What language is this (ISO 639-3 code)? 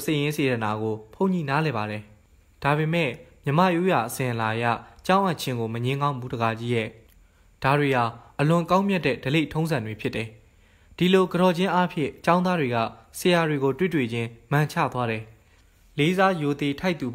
mya